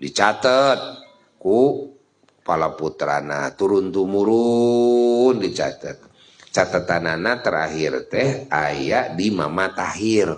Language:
Sundanese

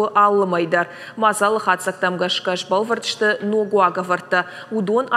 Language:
Ossetic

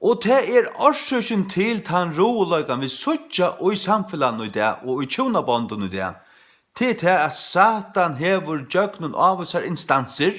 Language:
Faroese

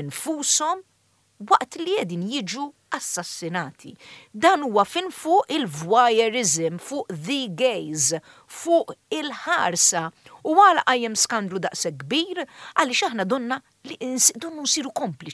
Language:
Maltese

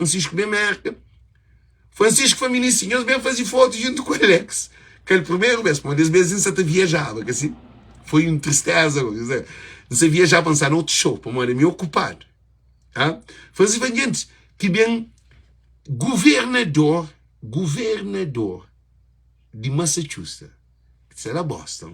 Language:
Kabuverdianu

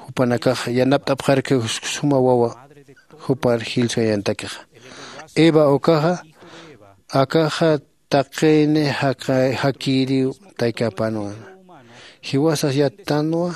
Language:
Aymara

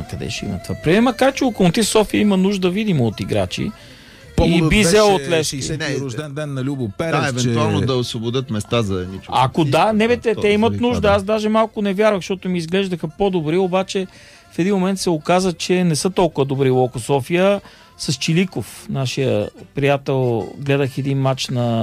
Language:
Bulgarian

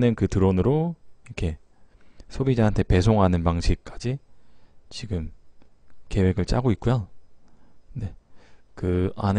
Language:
Korean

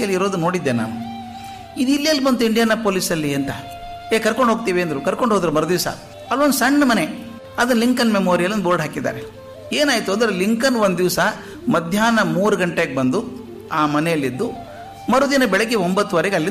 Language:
Kannada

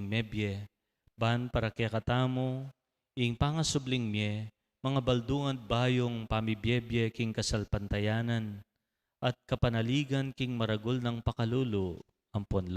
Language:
Pampanga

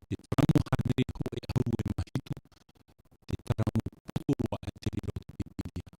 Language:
Tahitian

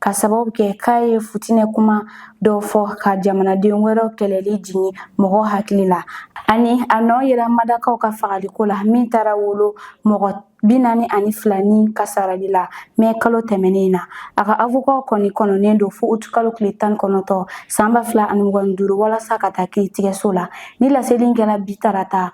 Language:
Bambara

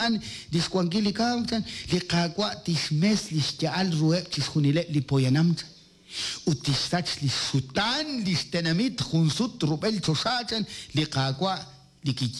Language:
Kekchí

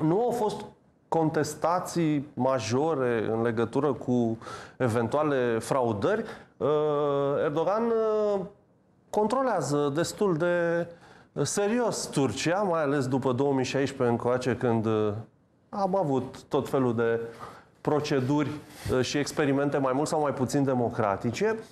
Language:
Romanian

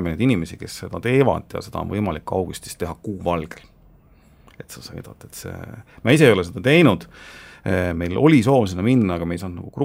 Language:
Estonian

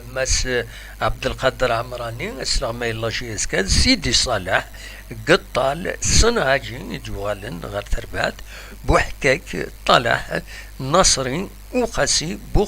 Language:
Kabyle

